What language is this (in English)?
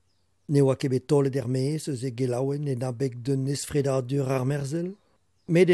Breton